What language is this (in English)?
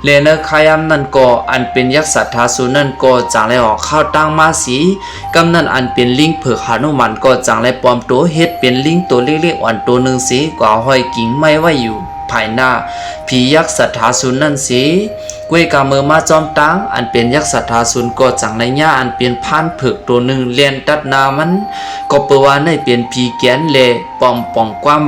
Shan